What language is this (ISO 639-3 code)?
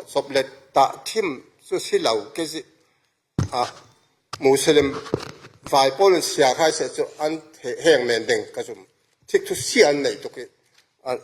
cfm